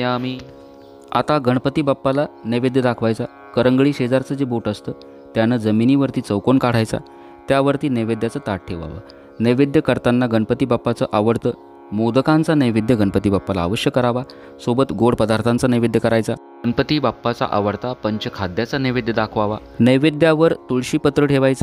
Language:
Marathi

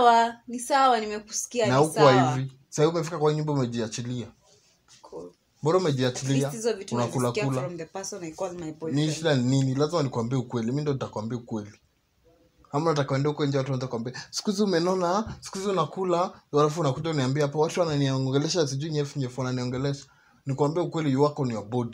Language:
Swahili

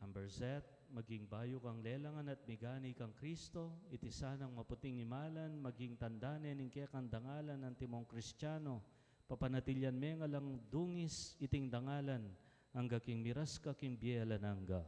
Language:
Pampanga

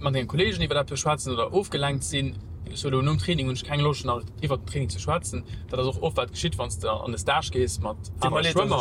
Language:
Luxembourgish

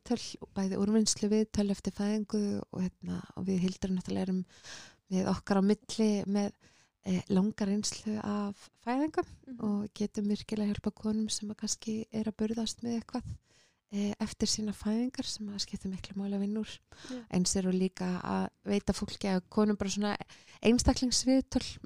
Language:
Icelandic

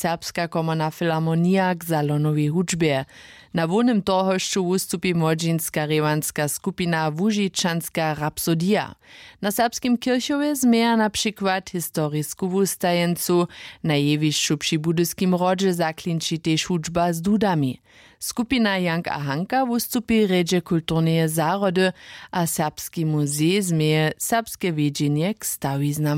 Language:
Upper Sorbian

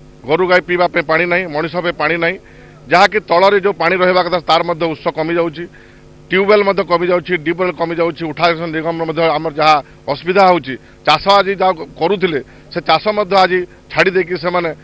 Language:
Odia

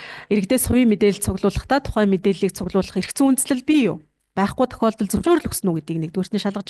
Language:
Mongolian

